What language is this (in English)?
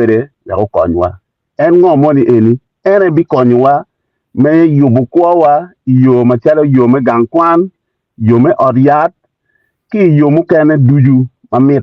Acoli